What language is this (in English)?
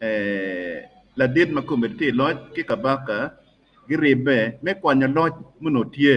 Acoli